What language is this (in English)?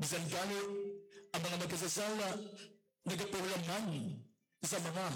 Hiligaynon